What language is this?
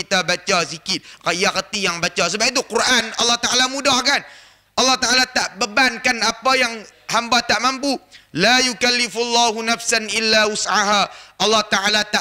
Malay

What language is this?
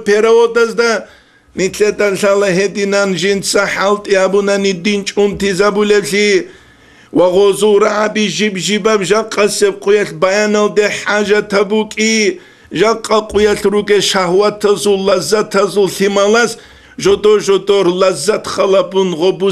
Avaric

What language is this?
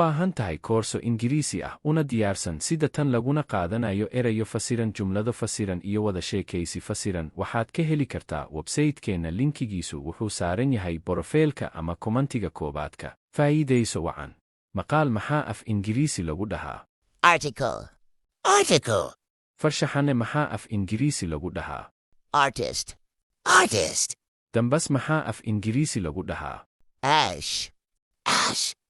Somali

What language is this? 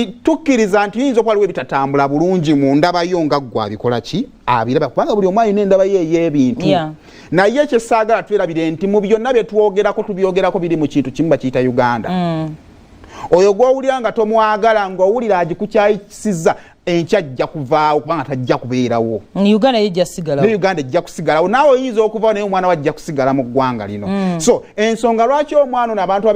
Ganda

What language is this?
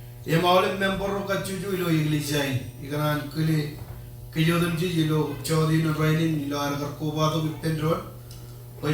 Marshallese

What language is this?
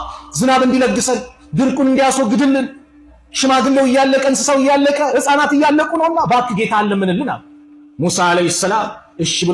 Amharic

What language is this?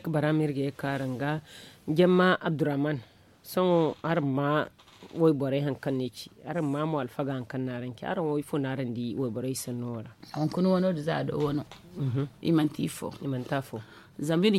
Zarma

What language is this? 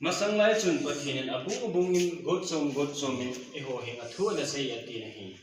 Thado Chin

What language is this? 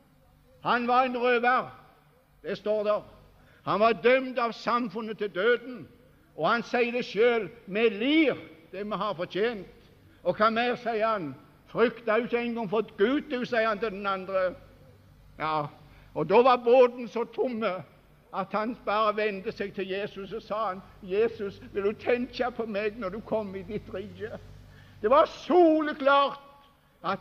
Norwegian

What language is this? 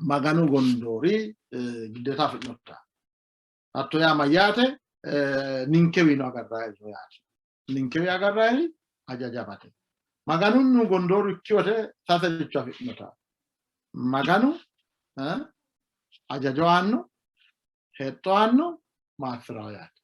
Sidamo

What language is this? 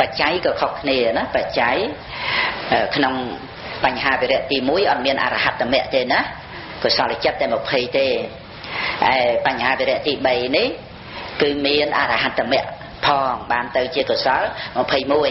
Khmer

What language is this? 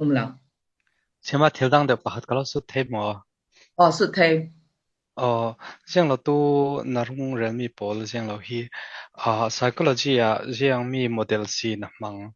Falam Chin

